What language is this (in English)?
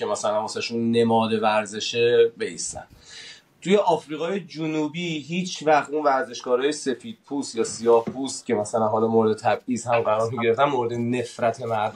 Persian